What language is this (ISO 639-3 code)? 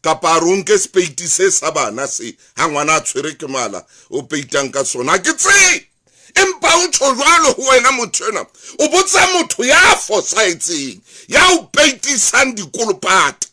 sot